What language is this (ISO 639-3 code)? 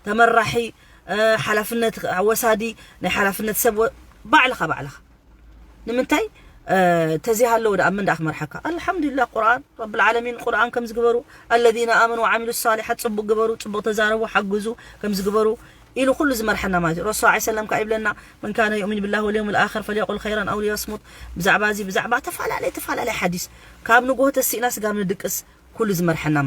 tir